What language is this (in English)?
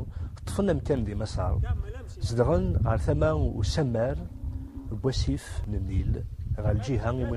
Kabyle